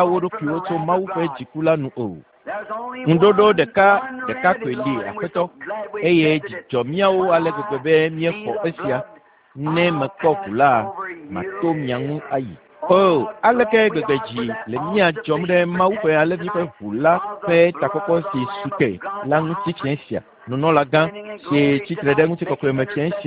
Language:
Ewe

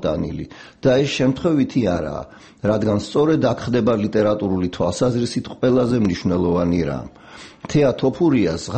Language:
Georgian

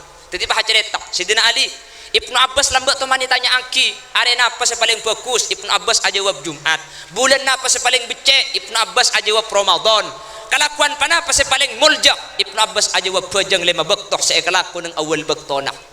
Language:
Madurese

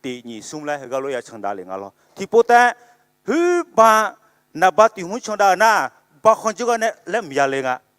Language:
Akha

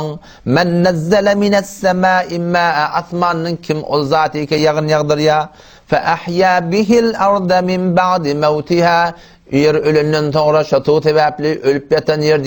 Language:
Turkmen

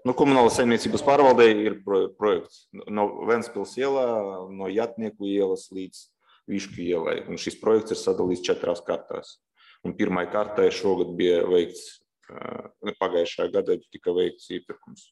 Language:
Latvian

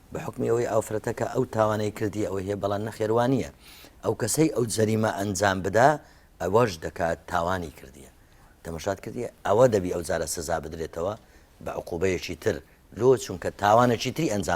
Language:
Central Kurdish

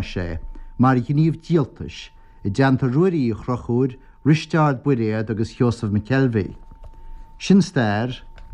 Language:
Irish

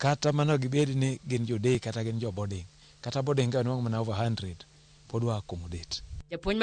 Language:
Luo (Kenya and Tanzania)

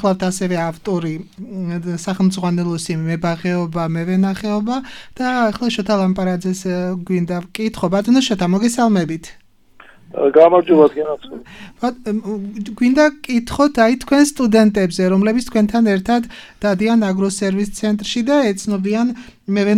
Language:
Georgian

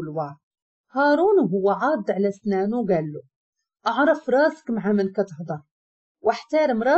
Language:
Moroccan Arabic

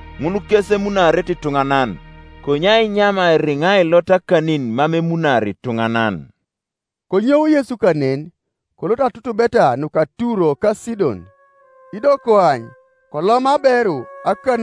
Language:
Teso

